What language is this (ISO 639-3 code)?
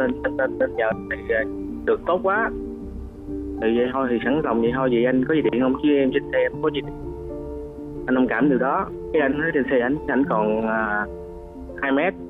vie